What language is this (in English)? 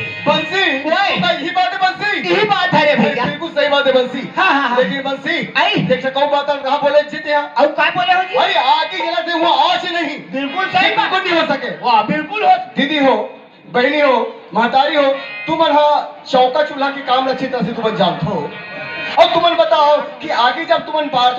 Chhattisgarhi